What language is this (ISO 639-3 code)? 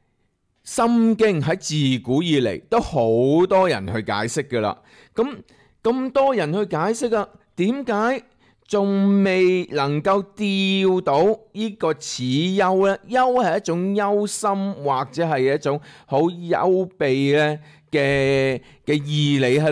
yue